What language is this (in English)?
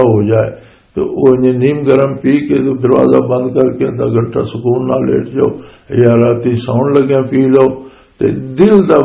Western Panjabi